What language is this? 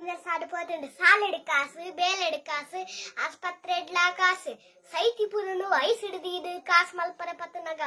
Tulu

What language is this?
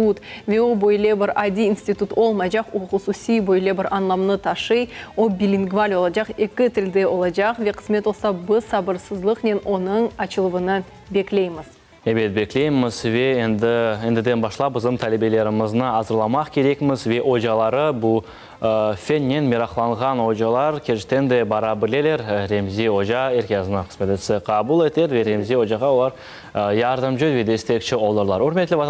Crimean Tatar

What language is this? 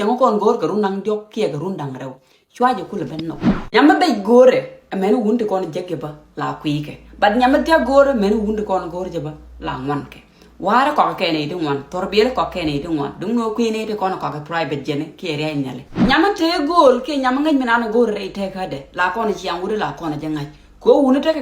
Nuer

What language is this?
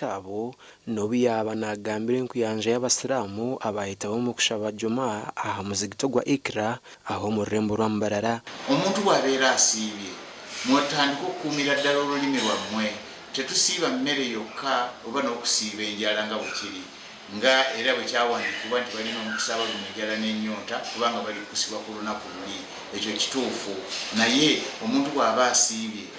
Nyankole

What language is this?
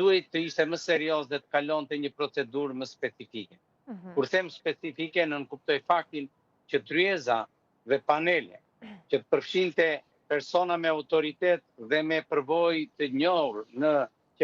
Albanian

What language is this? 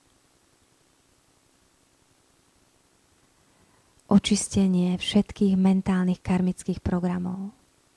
Slovak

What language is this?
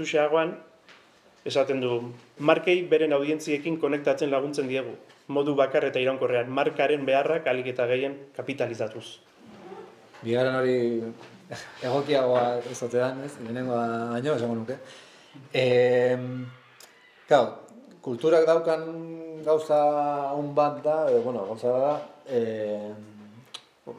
Basque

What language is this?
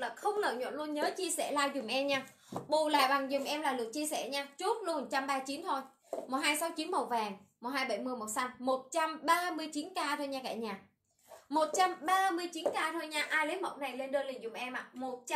Vietnamese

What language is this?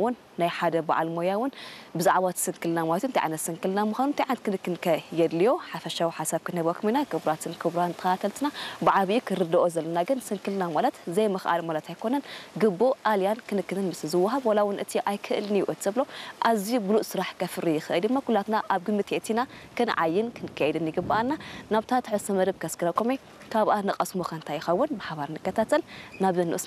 Tigrinya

